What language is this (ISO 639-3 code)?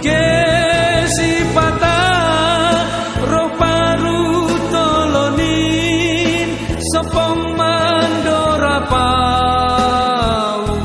bts